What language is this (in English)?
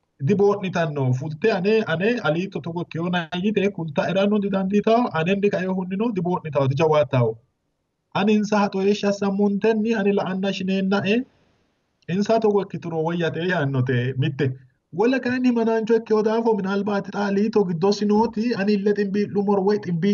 Sidamo